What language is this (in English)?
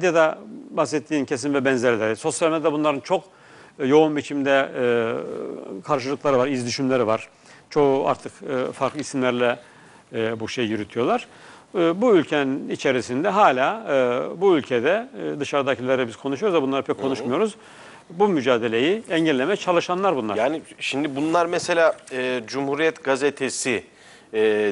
Turkish